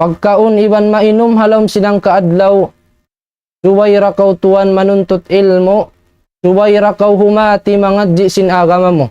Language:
Tausug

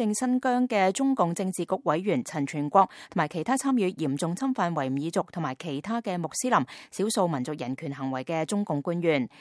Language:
Cantonese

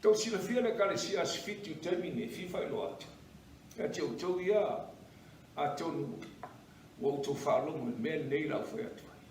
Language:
Samoan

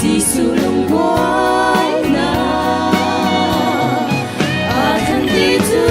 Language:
Hakha Chin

